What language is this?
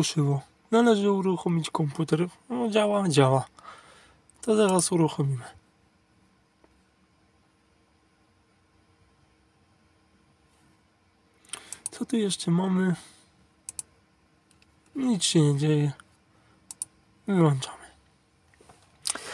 Polish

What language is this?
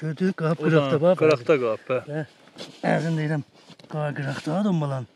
South Azerbaijani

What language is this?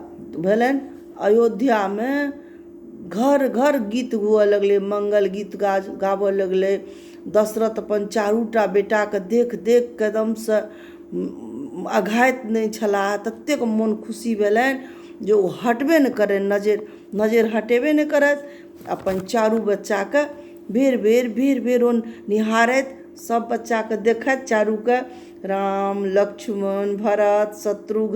Maithili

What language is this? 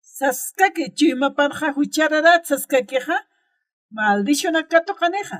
Aymara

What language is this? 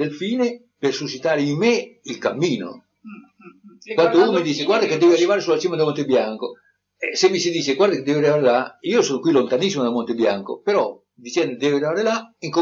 Italian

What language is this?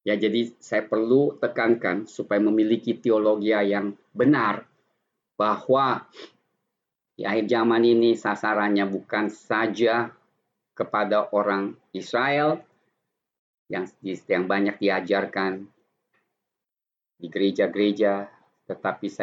Indonesian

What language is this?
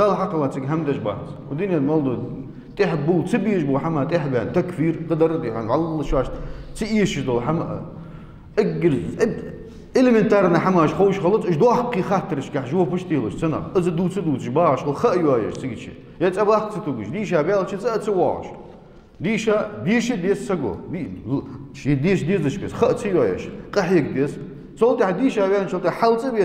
Ingush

